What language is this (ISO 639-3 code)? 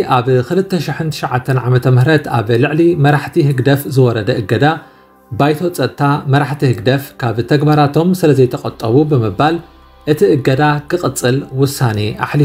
tir